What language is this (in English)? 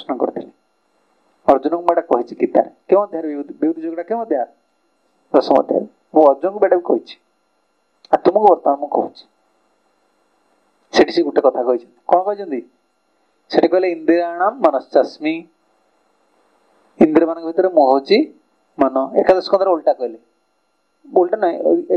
Odia